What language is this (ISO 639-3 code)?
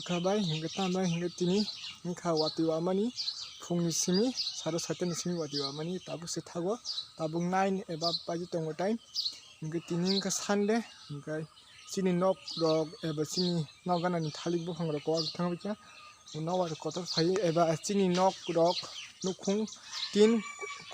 trp